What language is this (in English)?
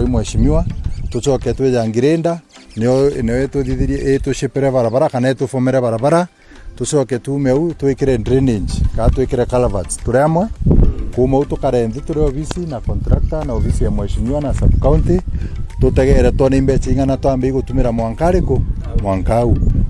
Meru